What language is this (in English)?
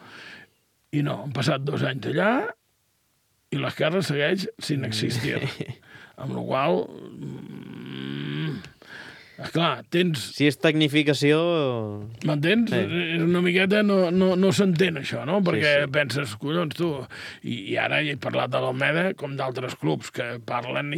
Catalan